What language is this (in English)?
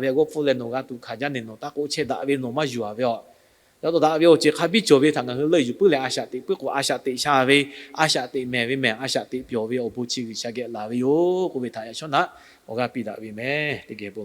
Lahu